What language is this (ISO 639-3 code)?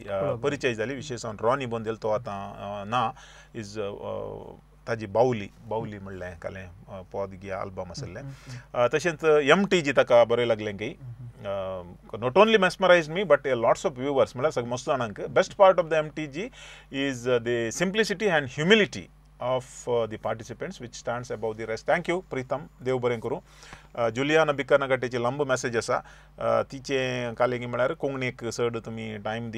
kok